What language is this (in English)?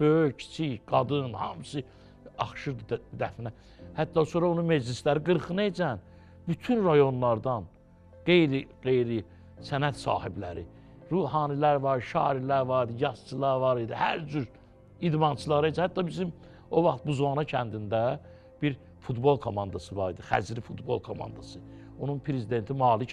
Azerbaijani